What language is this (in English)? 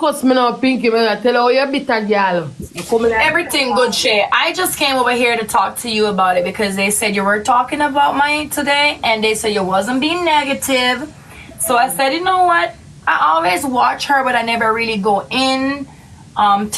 Jamaican Creole English